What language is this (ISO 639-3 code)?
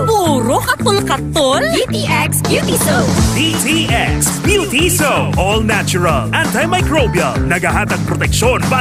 hil